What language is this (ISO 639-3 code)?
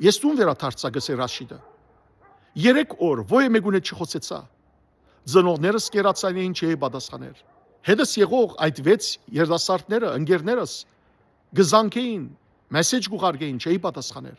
hyw